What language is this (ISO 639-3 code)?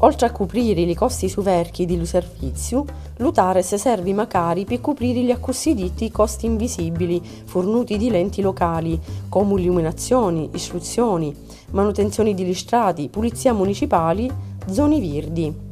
scn